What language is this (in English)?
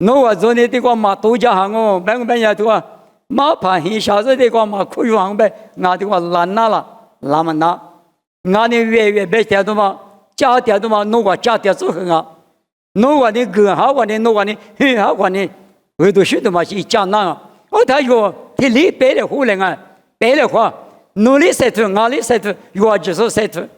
Lisu